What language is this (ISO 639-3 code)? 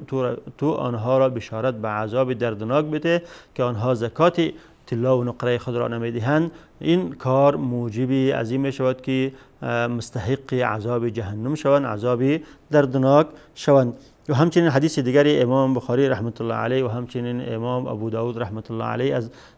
fas